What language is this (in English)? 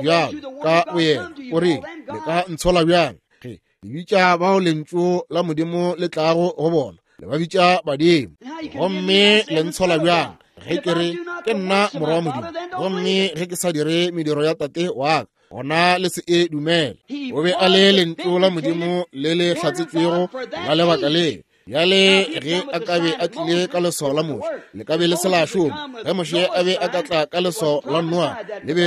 Northern Sotho